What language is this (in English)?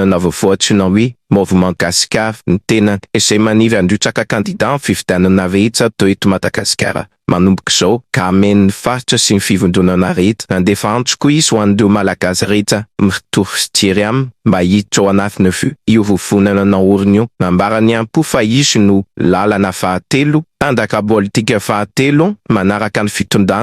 Malagasy